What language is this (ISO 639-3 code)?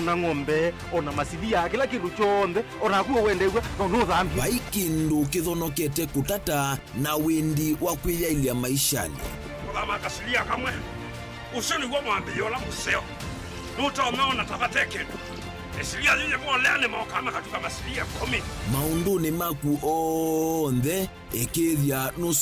kam